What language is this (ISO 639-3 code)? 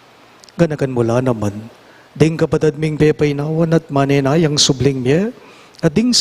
pam